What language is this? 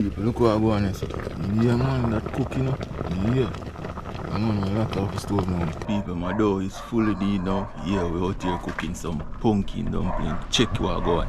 Jamaican Creole English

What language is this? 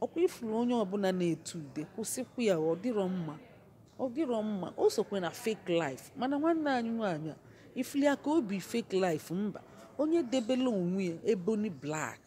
Igbo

